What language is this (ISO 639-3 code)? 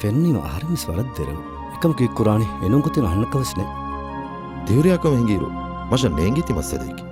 div